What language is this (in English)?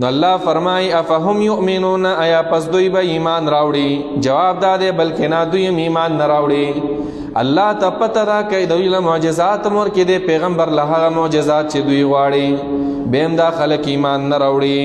Pashto